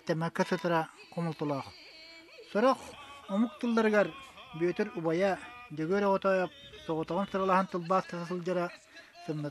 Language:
Yakut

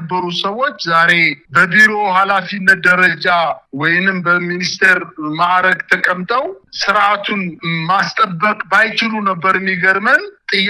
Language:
Amharic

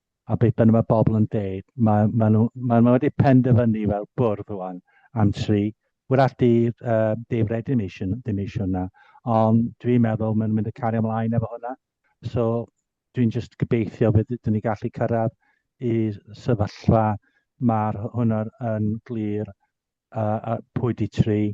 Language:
Welsh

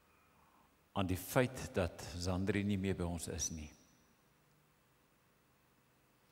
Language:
Afrikaans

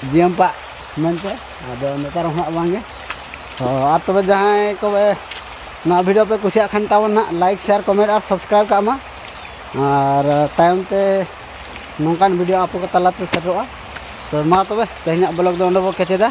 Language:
Santali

